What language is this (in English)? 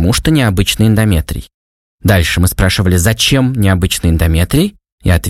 Russian